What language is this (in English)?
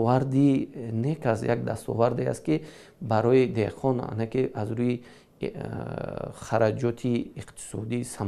Tajik